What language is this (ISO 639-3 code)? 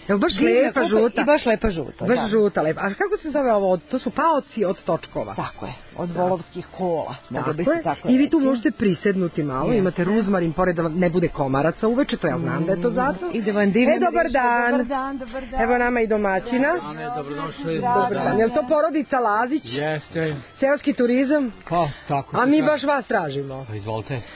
srp